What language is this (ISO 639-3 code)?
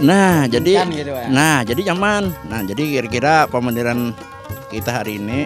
bjn